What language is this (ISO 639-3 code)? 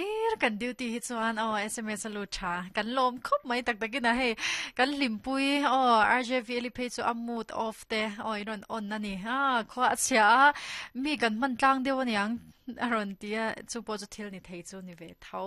lus